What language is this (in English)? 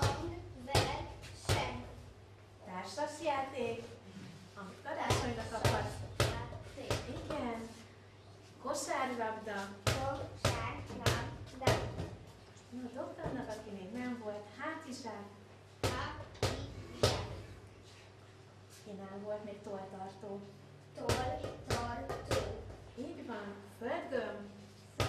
Hungarian